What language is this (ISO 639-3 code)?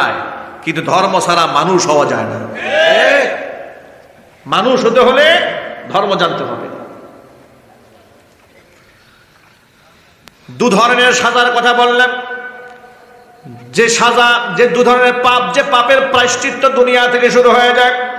ben